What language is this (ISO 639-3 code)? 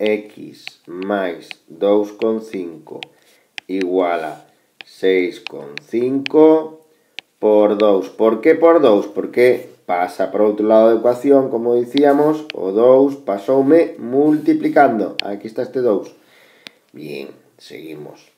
glg